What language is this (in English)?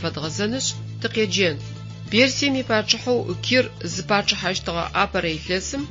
Adyghe